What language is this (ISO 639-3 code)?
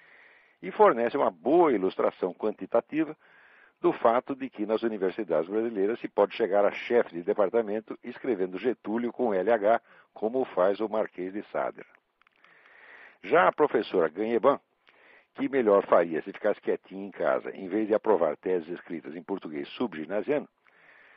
por